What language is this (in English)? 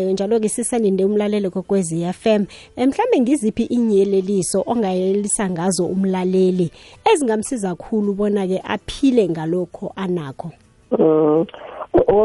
South Ndebele